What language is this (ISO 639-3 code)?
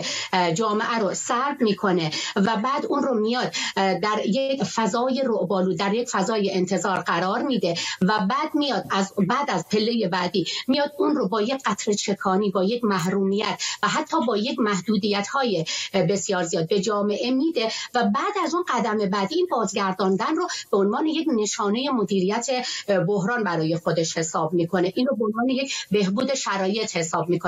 fas